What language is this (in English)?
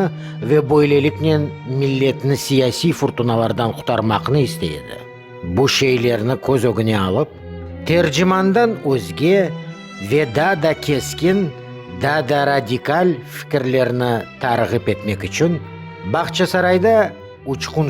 Crimean Tatar